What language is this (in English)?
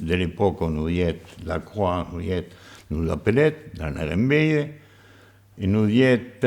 Occitan